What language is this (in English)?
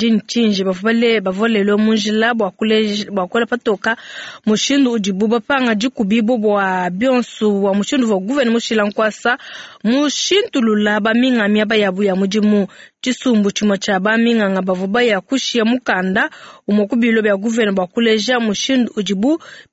Luba-Lulua